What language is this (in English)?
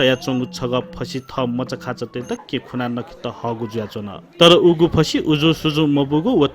Newari